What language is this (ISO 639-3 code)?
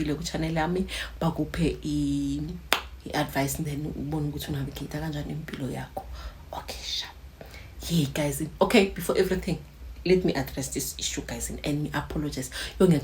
zul